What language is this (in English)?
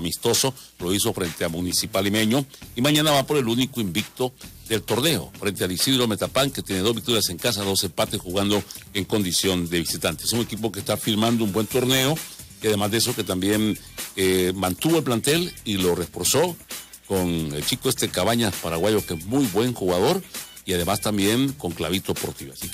Spanish